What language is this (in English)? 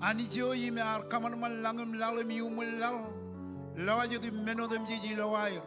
Marshallese